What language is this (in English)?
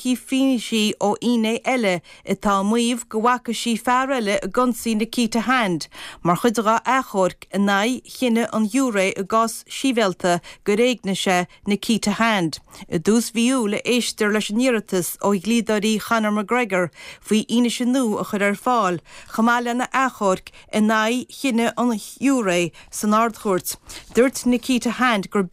Irish